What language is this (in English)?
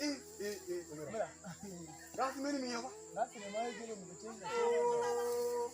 Alur